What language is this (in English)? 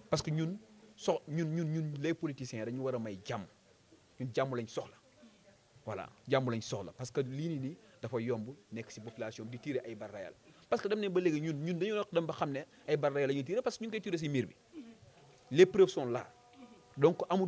Wolof